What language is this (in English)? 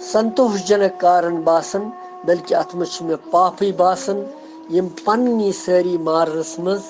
Kashmiri